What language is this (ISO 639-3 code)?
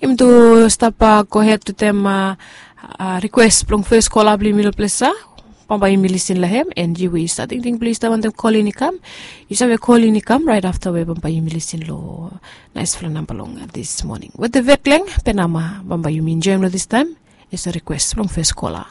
bis